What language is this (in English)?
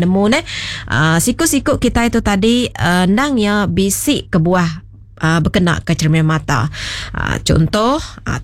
Iban